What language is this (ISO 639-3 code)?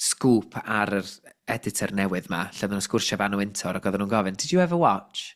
cym